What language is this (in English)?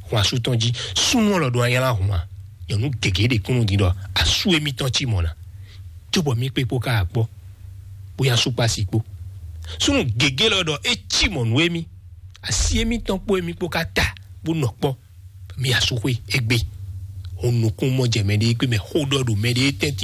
Fon